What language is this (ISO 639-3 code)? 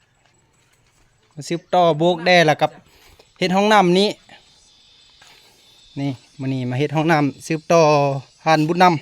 lao